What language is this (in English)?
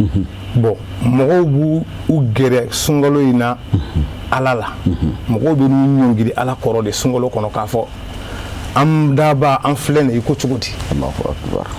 Bambara